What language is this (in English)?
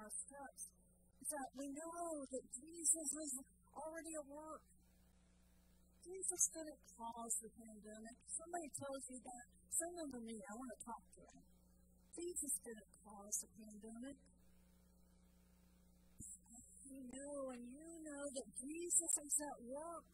English